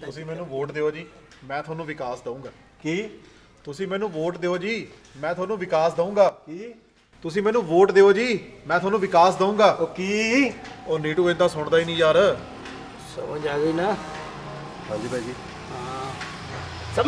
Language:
Punjabi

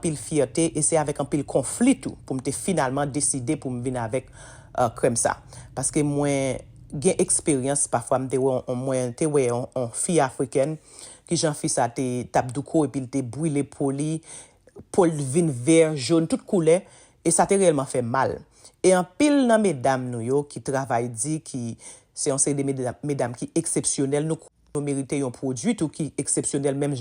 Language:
Haitian Creole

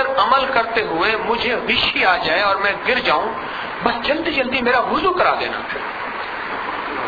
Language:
Urdu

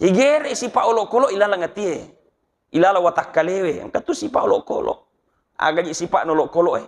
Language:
Buginese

